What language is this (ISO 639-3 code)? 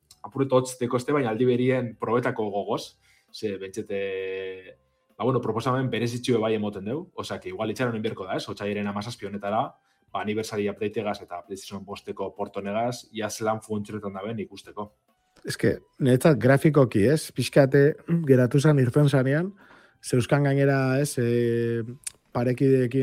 eus